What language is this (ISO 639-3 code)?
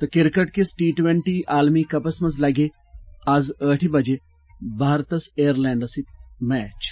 kas